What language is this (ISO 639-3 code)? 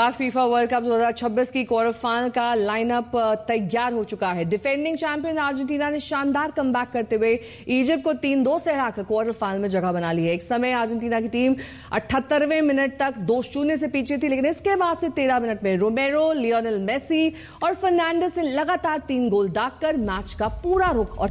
hin